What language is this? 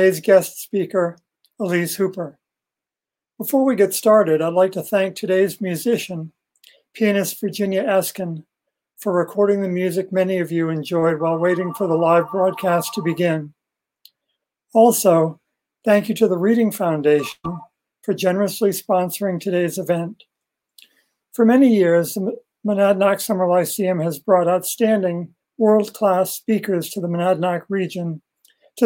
English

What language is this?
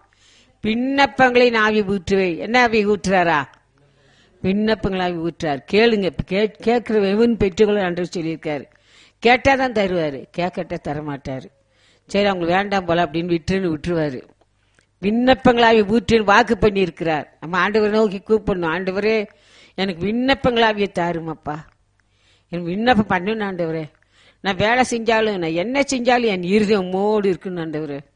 Tamil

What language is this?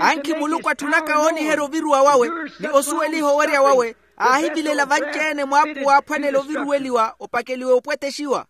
Makhuwa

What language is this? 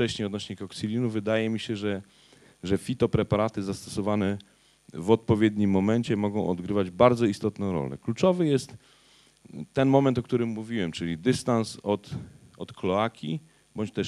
Polish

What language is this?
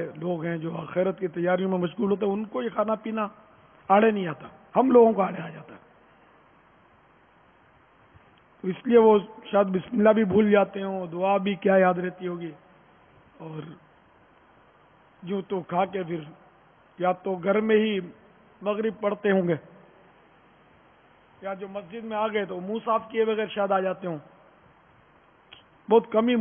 Urdu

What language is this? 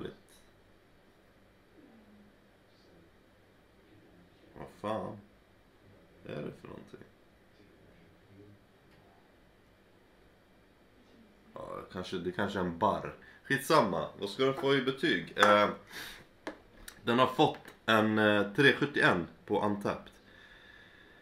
Swedish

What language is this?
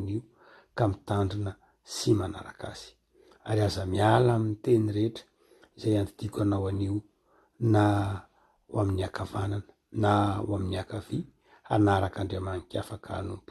Malagasy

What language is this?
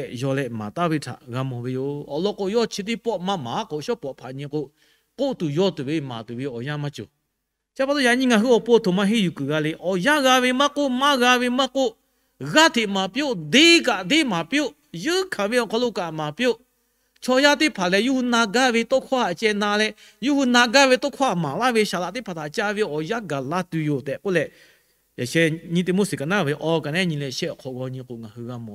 Lahu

